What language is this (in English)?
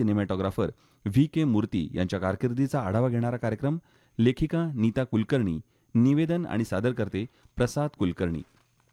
Marathi